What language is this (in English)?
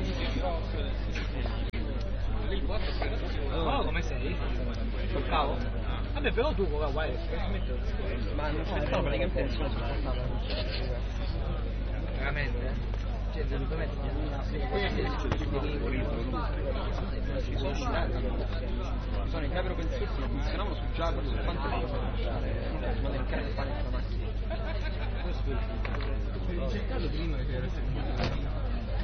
Italian